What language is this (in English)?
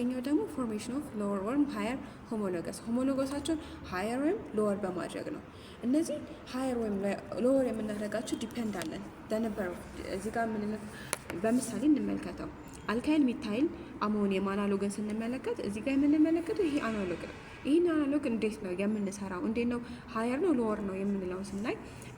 Amharic